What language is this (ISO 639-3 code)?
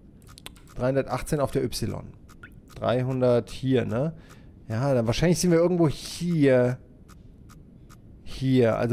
deu